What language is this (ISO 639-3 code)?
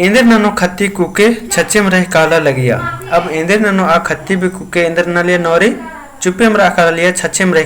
kru